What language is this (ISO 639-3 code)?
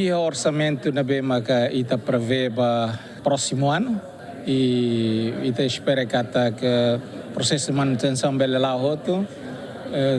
tet